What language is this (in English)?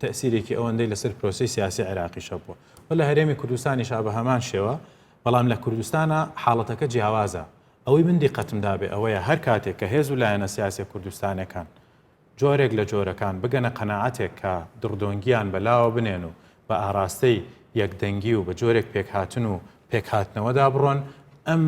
Central Kurdish